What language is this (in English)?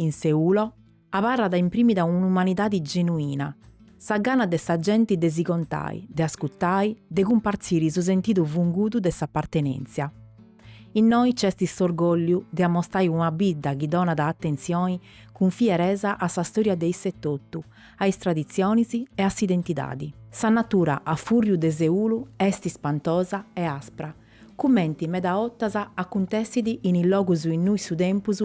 Sardinian